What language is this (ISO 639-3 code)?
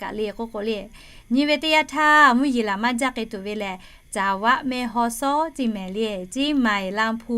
lhu